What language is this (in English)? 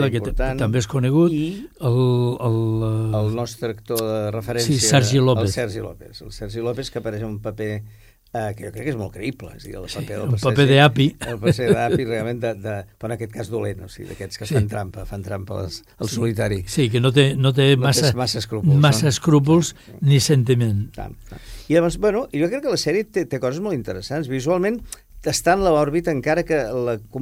Catalan